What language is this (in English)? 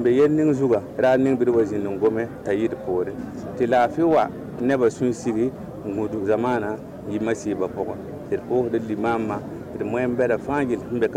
Mossi